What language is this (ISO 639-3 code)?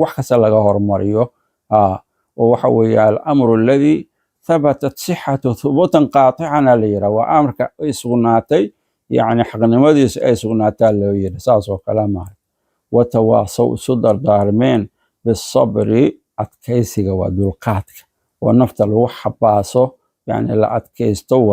som